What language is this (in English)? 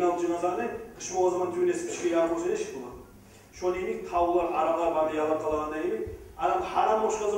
Kumyk